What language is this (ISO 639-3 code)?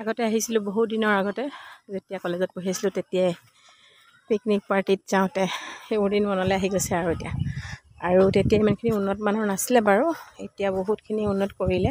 asm